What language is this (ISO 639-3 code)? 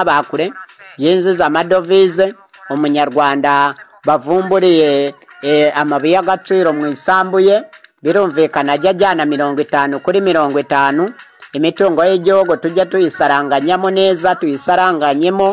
kin